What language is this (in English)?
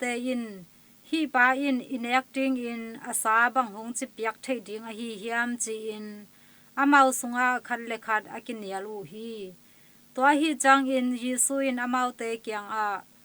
Tedim Chin